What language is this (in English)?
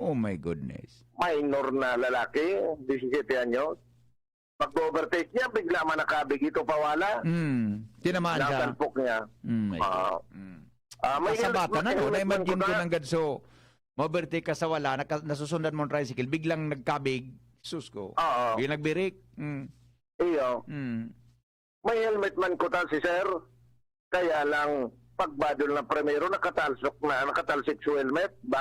Bikol